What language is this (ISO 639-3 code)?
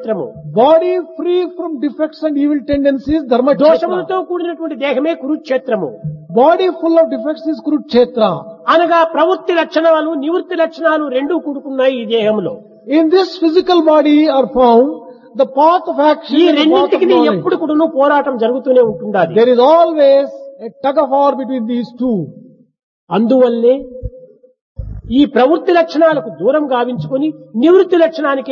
tel